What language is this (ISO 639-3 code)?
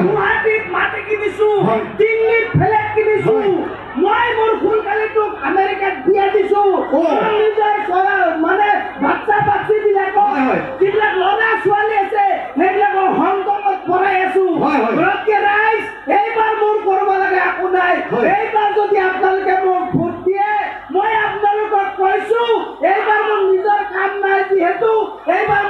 asm